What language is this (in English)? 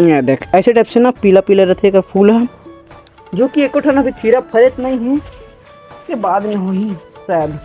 Chhattisgarhi